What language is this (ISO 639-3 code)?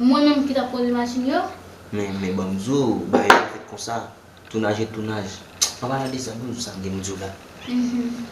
hat